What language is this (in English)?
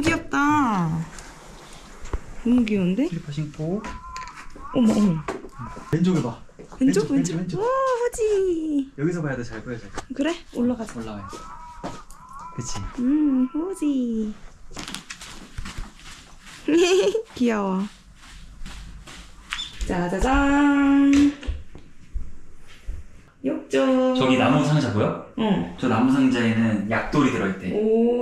Korean